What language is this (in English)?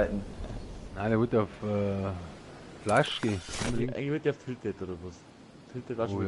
Bavarian